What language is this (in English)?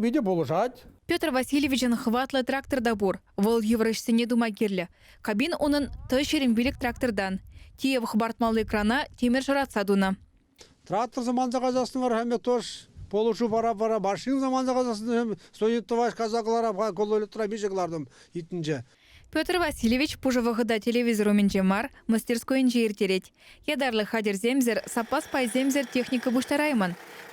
Chuvash